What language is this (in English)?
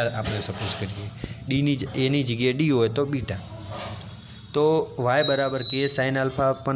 Gujarati